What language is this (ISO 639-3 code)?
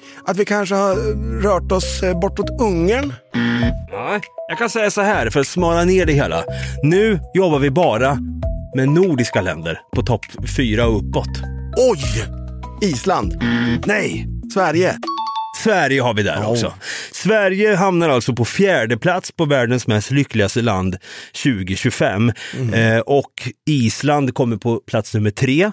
swe